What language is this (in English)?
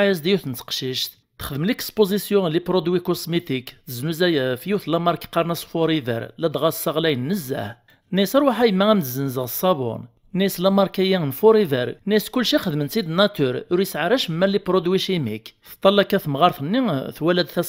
Kabyle